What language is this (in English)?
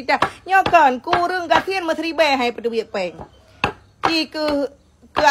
Achinese